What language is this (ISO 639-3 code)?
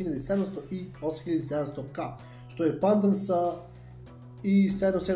srp